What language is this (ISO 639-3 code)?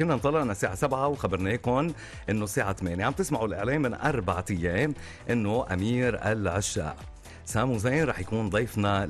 apc